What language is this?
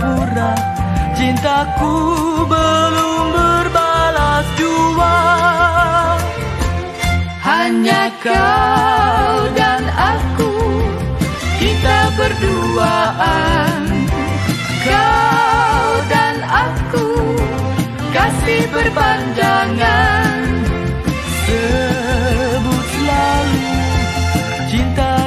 Malay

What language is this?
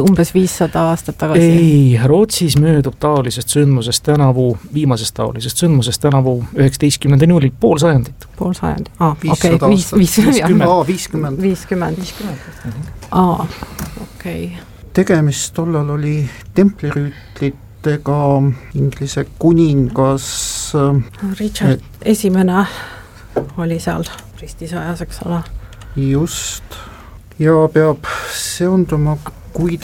Estonian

